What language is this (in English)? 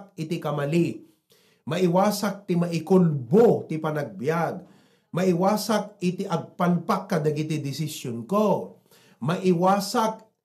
Iloko